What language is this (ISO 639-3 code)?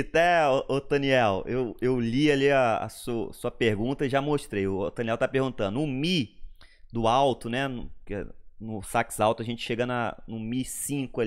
por